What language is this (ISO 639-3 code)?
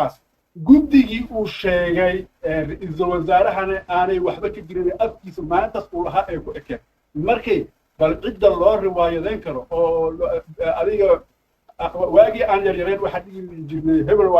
som